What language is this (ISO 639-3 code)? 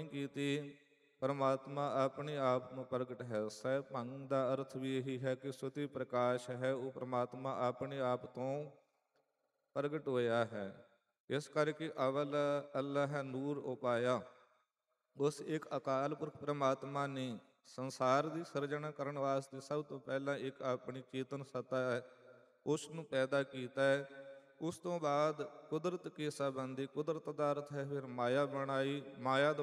pan